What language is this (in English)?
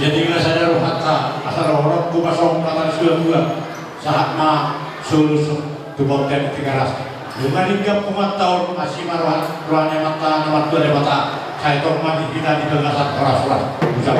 Batak Toba